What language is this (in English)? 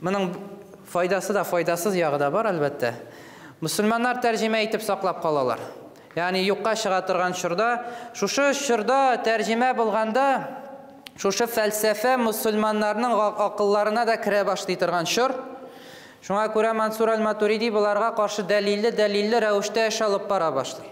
Tatar